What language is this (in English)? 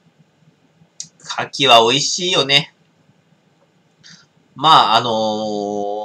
Japanese